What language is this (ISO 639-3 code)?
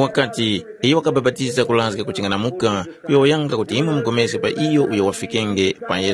tum